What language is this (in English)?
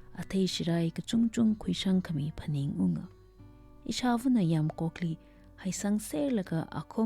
Tangkhul Naga (India)